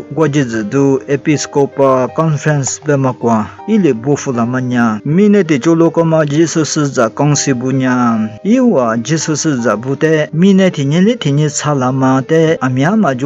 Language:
Lisu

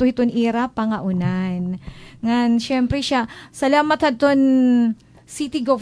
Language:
Waray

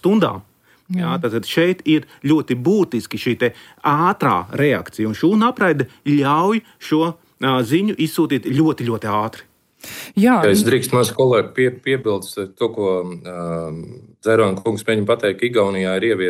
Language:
Latvian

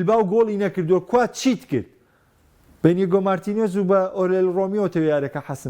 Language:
Central Kurdish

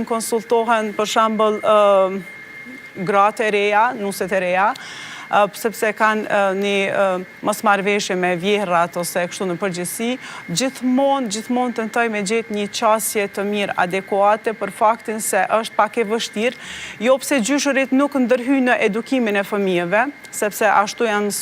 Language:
Albanian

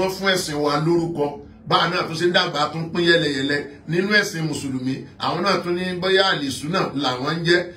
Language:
Yoruba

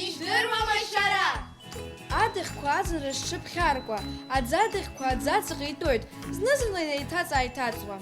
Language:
Abkhazian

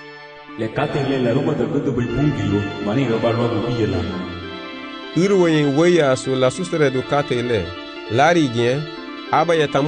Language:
Garifuna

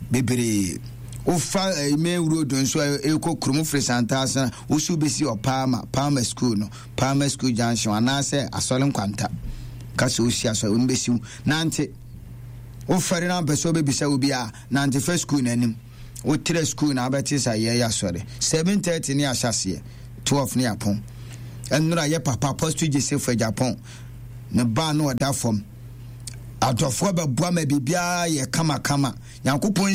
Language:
Akan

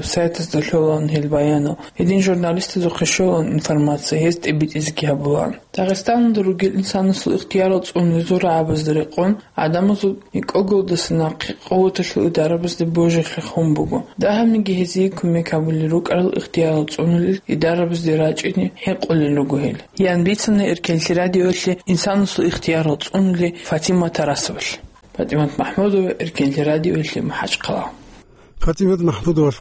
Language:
Avaric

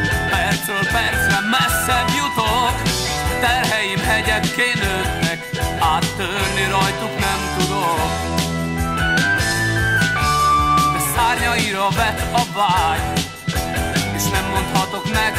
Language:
Hungarian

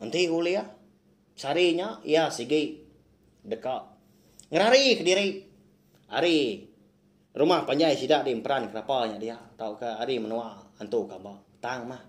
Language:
Iban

